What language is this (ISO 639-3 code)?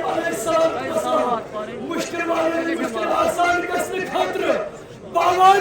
kas